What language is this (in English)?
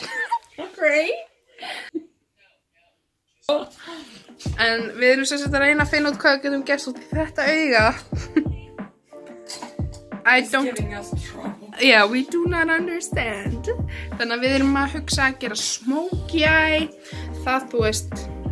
Icelandic